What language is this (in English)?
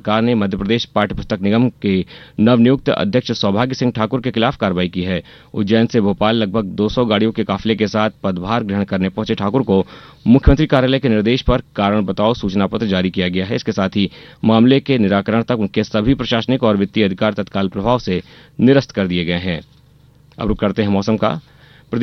Hindi